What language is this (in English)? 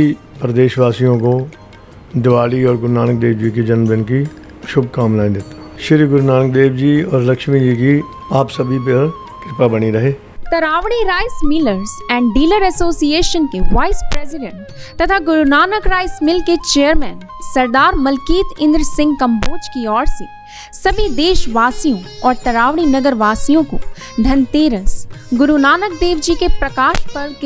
Hindi